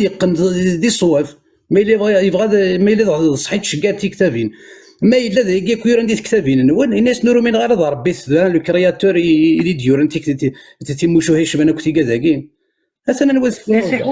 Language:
Kabyle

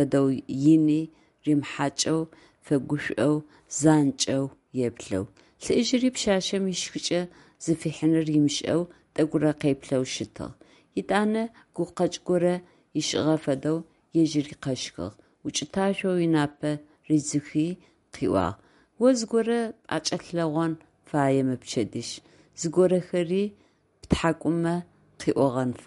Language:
Adyghe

